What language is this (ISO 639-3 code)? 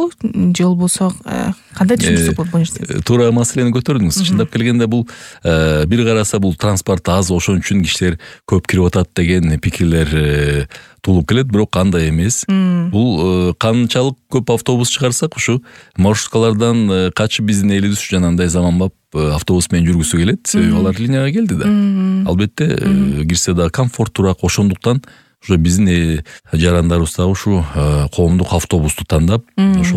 kir